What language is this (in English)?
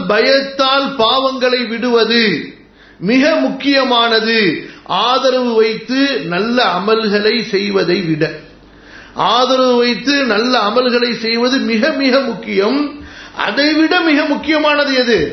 Tamil